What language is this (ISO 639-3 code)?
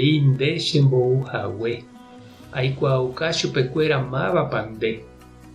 grn